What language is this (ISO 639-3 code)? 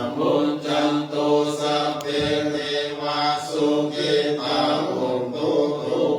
pli